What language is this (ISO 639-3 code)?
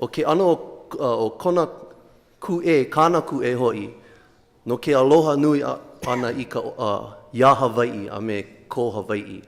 haw